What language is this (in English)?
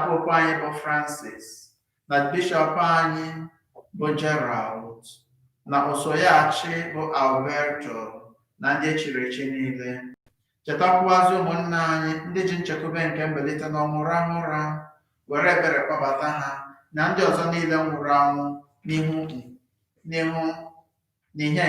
Igbo